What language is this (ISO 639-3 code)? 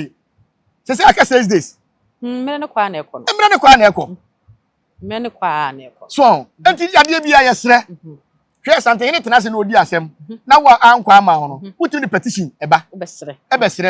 aka